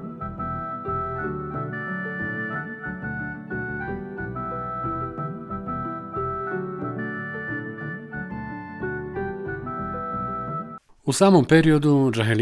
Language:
Bosnian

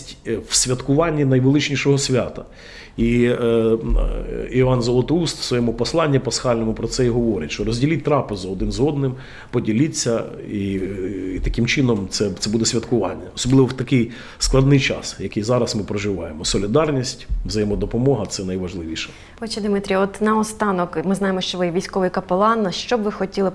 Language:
Ukrainian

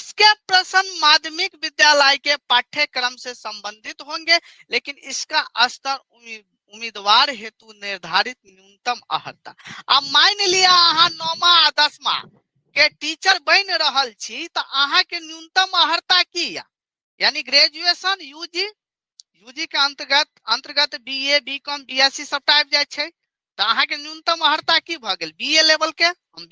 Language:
Maithili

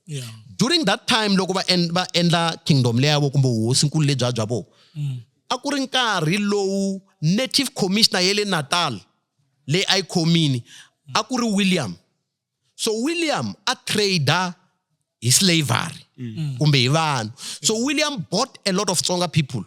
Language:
Tsonga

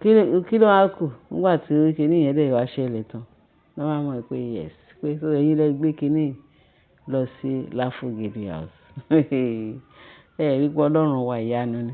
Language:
Yoruba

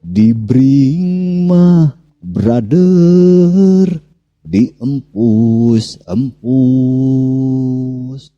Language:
Sundanese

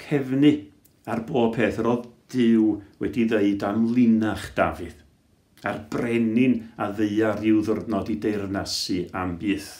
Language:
Welsh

